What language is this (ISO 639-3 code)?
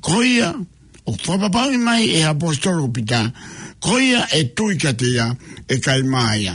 ton